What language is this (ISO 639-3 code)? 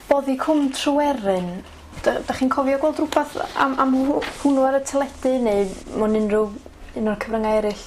cym